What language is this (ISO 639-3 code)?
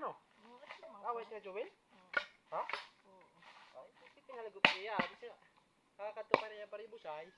war